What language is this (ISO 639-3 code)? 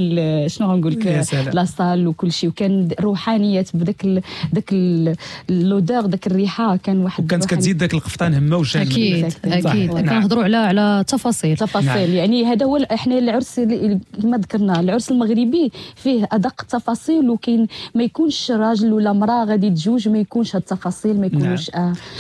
ary